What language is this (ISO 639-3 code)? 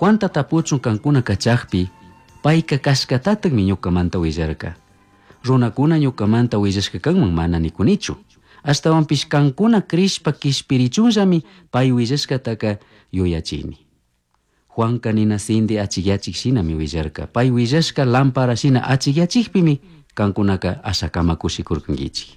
qug